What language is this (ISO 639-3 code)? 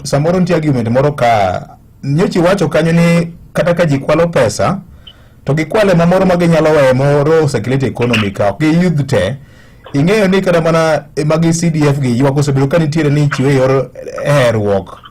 luo